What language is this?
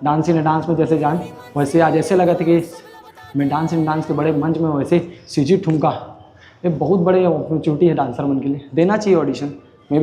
Chhattisgarhi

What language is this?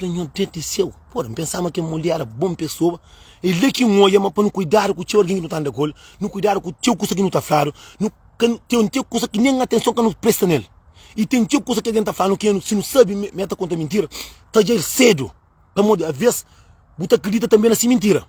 Kabuverdianu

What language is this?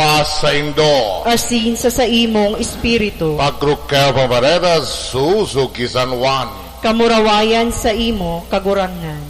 Bikol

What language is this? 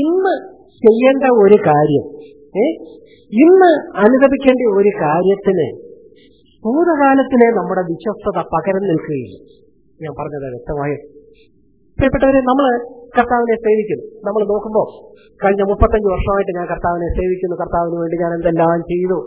Malayalam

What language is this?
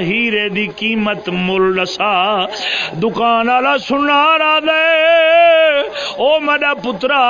Saraiki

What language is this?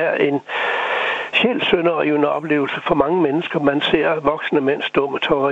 Danish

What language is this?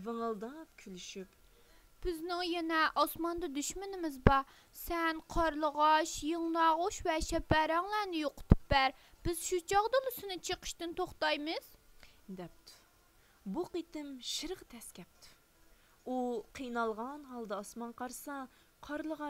Uyghur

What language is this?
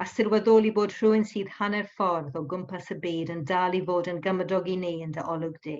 Welsh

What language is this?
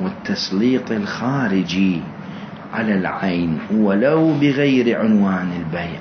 Mesopotamian Arabic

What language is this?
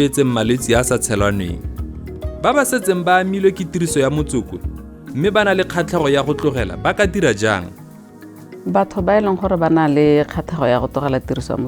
Tswana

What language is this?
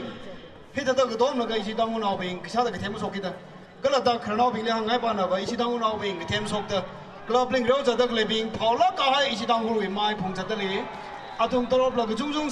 Tangkhul Naga (India)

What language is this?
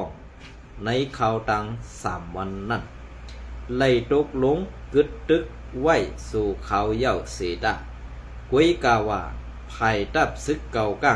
Shan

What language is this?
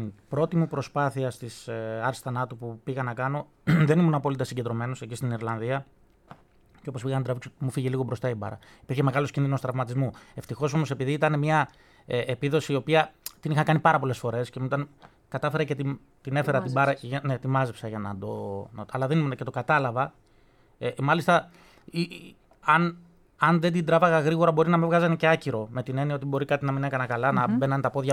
Greek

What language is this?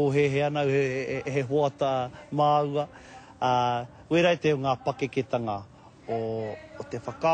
Māori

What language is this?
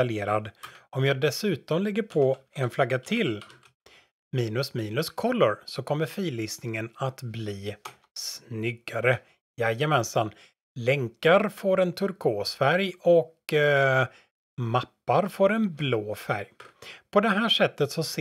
Swedish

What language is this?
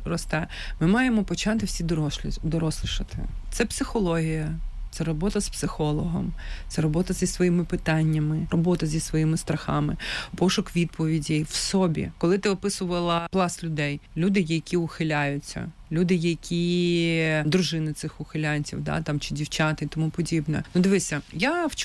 Ukrainian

